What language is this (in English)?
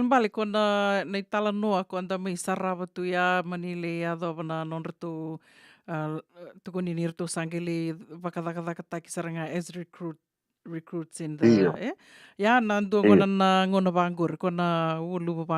Fijian